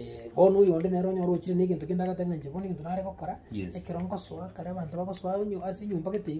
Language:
Gusii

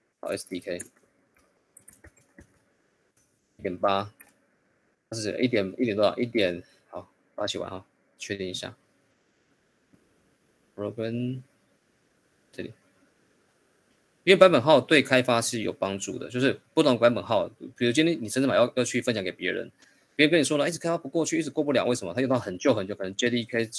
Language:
Chinese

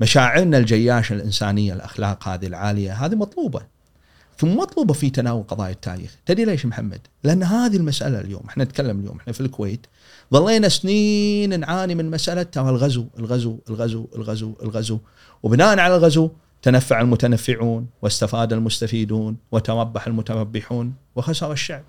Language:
Gulf Arabic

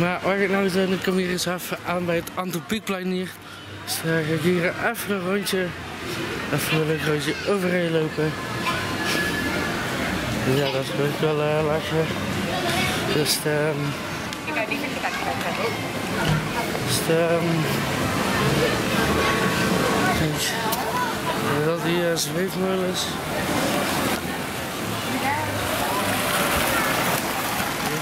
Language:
Dutch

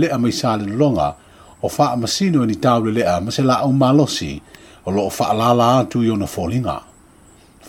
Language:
Samoan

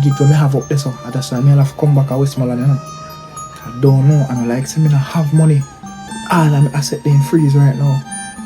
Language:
Jamaican Creole English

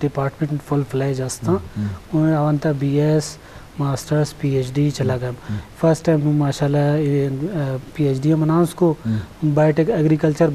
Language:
Eastern Balochi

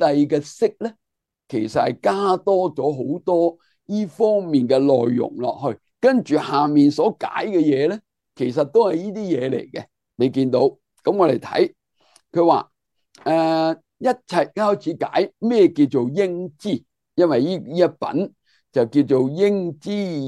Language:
Cantonese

